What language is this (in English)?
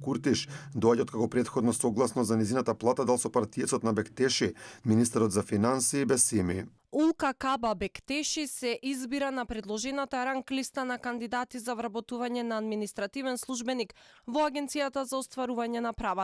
Macedonian